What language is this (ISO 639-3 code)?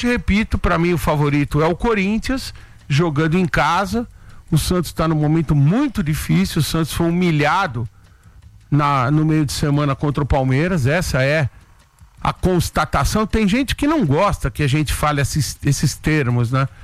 por